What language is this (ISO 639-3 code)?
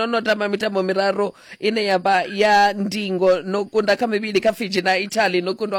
ven